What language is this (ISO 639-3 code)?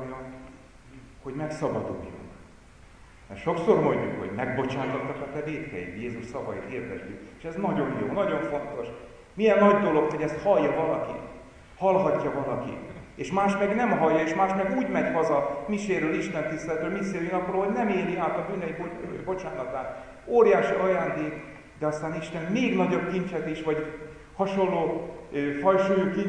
hun